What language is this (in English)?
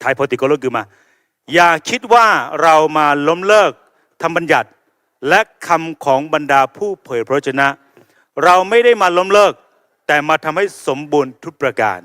Akha